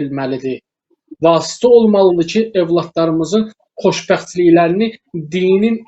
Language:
Azerbaijani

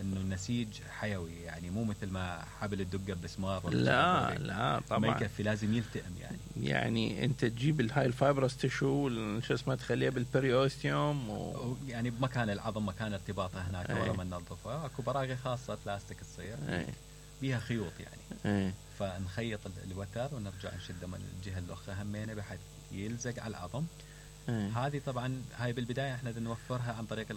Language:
Mesopotamian Arabic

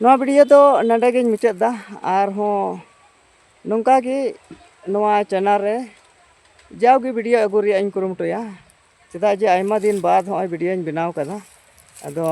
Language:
Santali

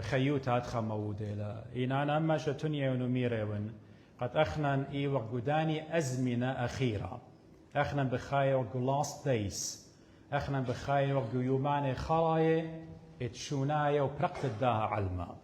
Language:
Assyrian Neo-Aramaic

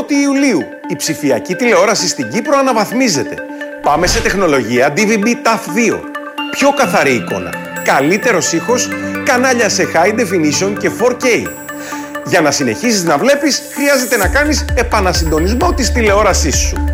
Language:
Greek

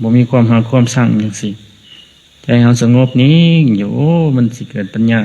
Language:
Lao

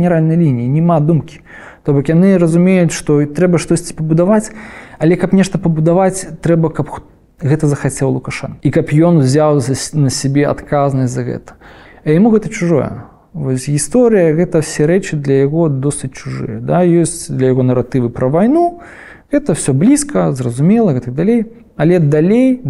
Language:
Belarusian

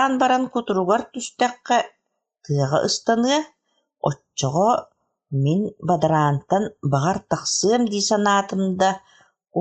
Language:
Yakut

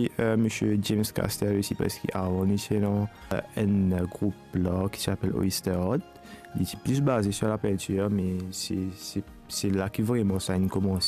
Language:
Morisyen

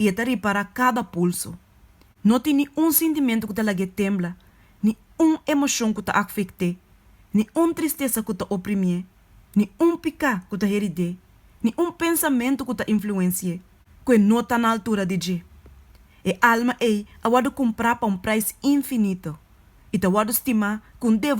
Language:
Papiamento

